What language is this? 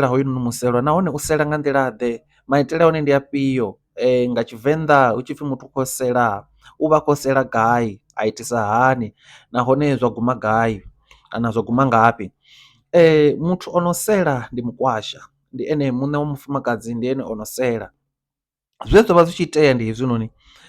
Venda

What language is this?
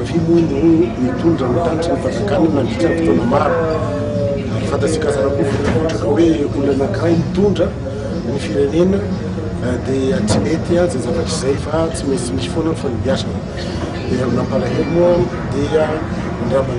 Malagasy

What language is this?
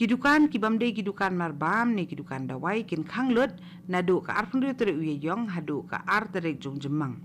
Khasi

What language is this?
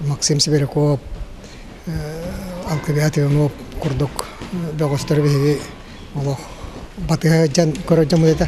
Yakut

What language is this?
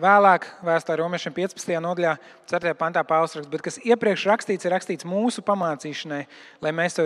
Latvian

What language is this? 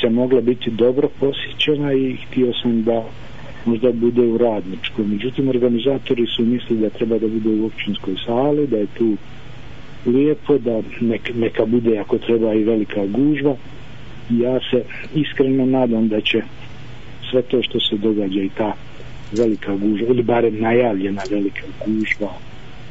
Bosnian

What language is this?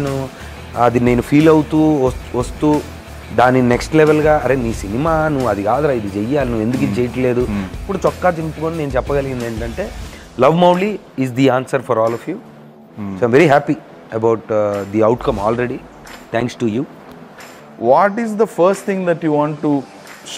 Telugu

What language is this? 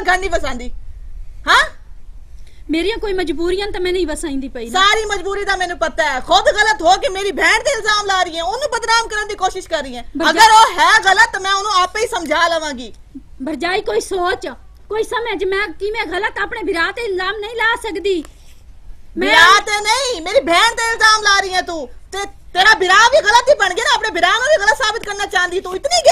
Punjabi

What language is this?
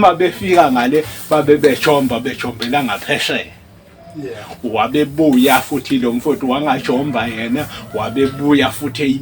Zulu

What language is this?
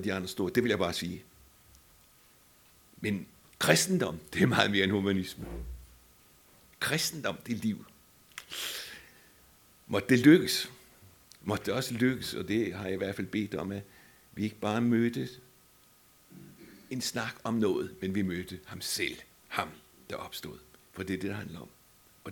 Danish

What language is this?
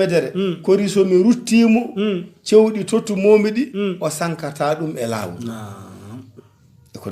Fula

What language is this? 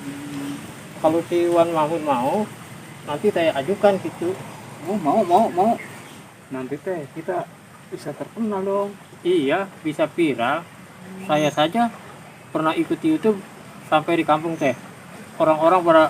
Betawi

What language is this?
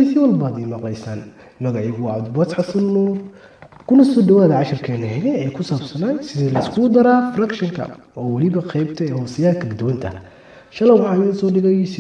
Somali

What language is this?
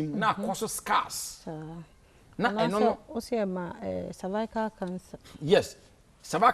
Akan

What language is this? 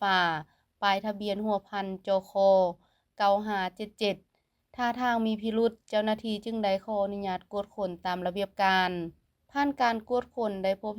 Lao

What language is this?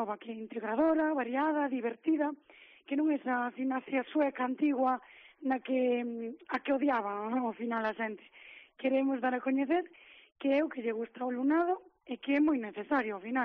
Galician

